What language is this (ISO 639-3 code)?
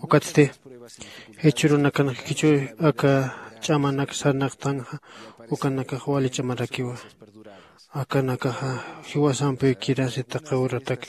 aym